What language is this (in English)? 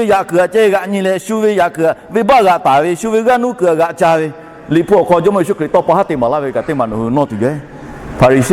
Lahu